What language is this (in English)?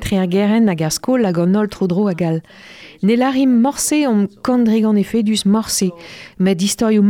Breton